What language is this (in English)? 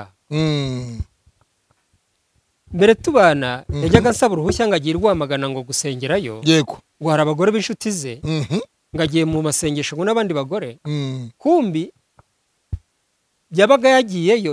Kinyarwanda